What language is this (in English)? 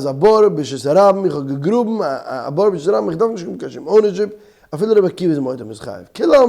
Yiddish